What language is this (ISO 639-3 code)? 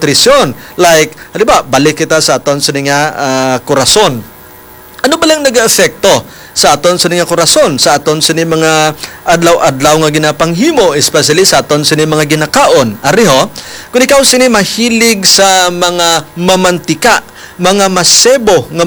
hil